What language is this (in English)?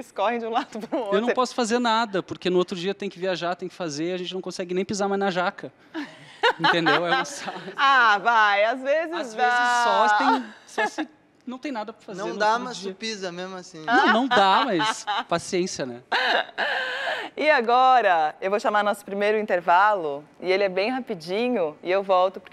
Portuguese